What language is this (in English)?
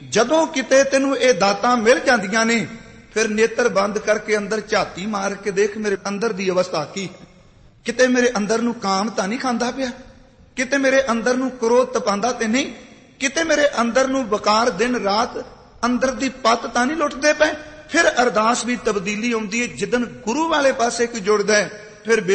Punjabi